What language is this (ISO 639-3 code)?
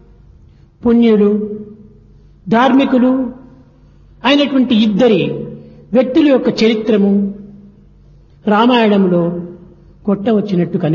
tel